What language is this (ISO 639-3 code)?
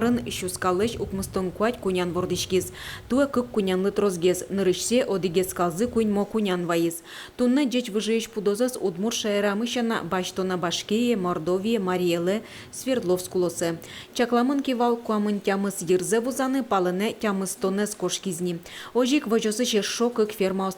udm